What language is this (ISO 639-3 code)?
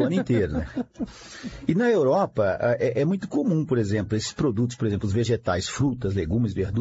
por